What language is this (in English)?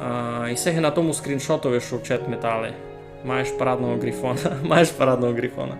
Rusyn